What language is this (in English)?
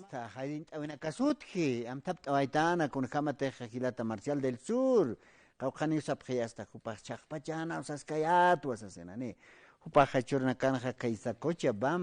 Aymara